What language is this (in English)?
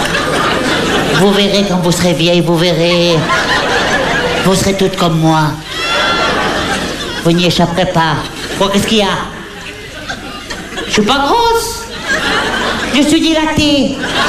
French